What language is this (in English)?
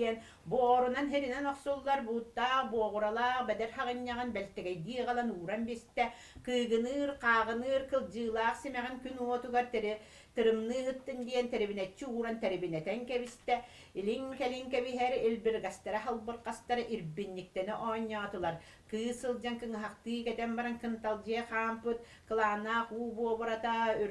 Yakut